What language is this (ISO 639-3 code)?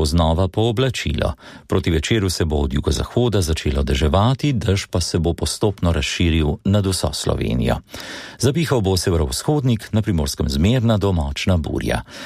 slv